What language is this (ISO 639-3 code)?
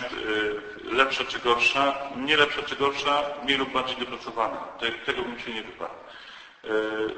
pol